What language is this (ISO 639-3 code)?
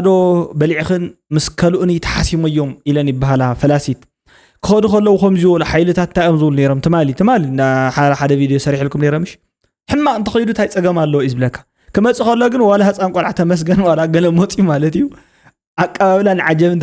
tir